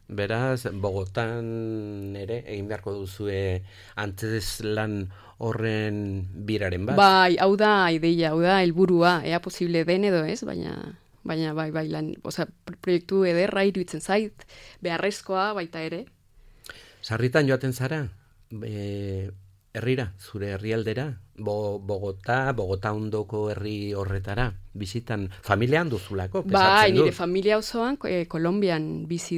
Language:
Basque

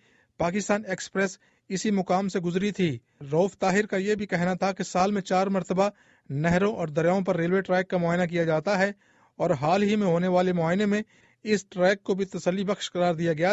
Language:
Urdu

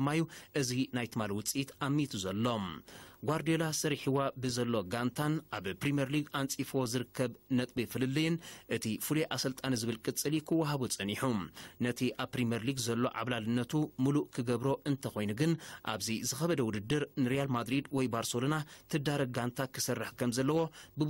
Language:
Tigrinya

